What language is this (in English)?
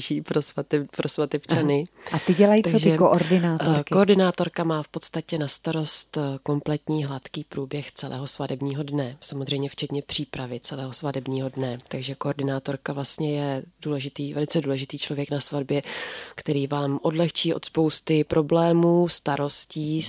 Czech